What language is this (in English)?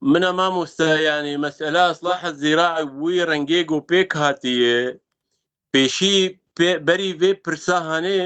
Kurdish